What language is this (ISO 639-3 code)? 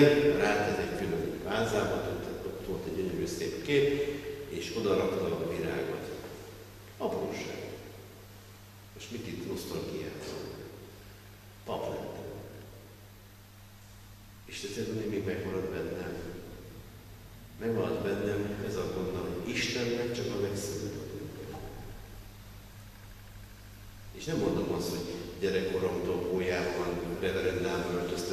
hun